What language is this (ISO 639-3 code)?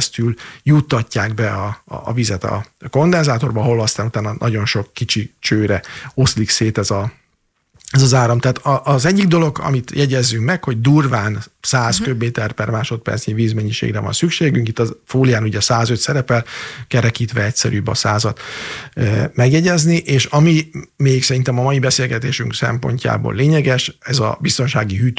hun